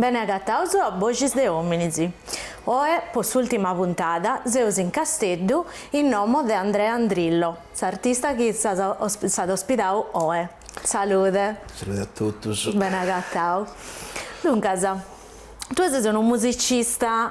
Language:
Sardinian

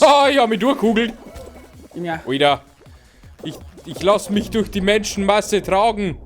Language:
Bavarian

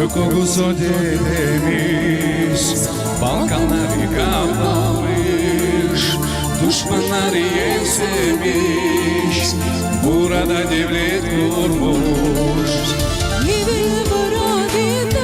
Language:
Gagauz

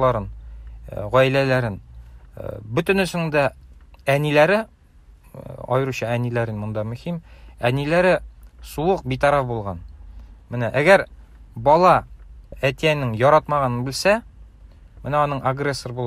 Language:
Tatar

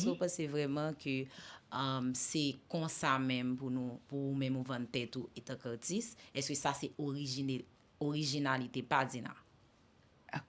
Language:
Haitian Creole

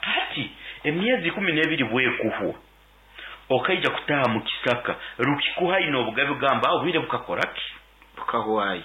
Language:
Nyankole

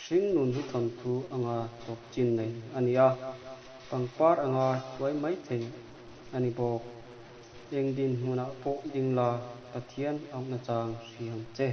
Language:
Mizo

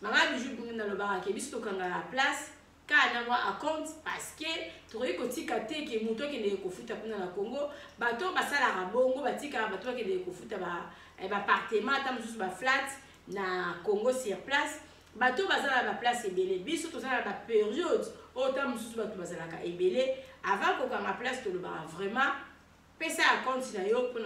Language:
Lingala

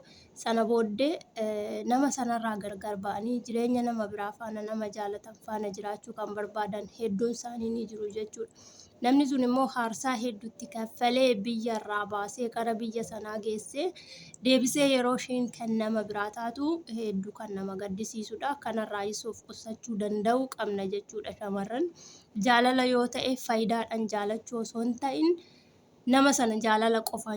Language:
Oromo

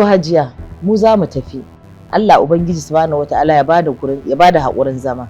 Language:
Hausa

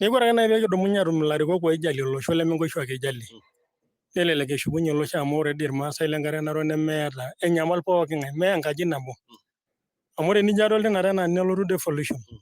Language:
Masai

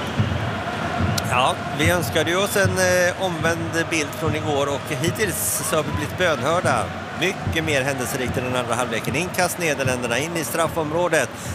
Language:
Swedish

